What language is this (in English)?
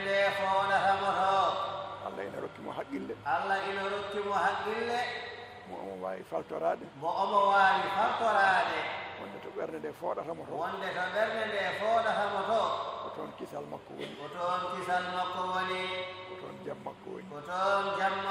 Fula